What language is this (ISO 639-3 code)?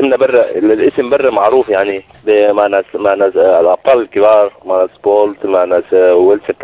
apd